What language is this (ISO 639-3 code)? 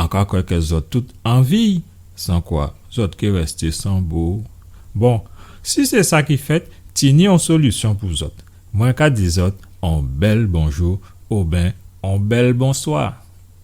gcf